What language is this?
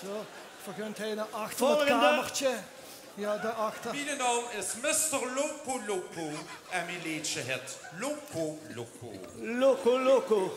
Limburgish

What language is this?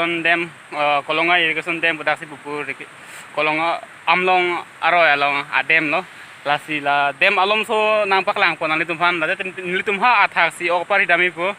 Karbi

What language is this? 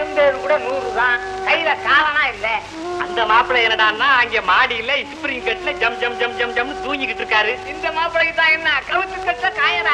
Tamil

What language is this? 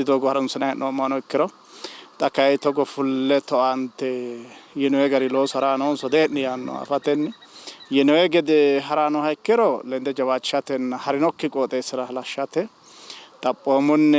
Sidamo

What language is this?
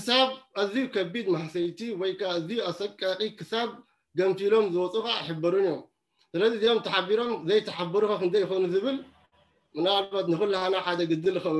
Tigrinya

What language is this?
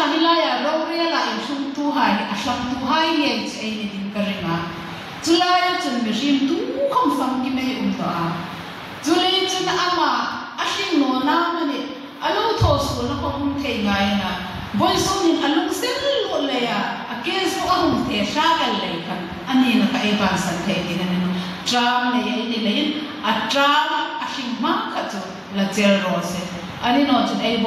Hmar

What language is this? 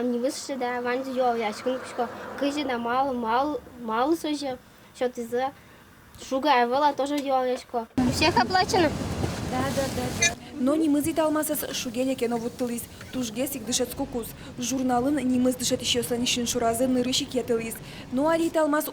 Udmurt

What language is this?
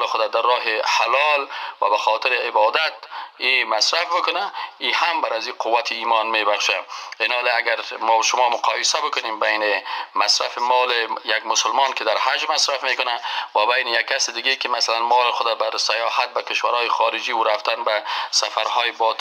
Persian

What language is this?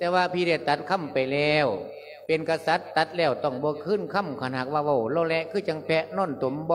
Lao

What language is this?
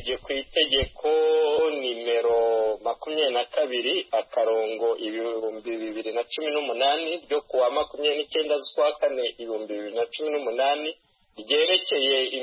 Kinyarwanda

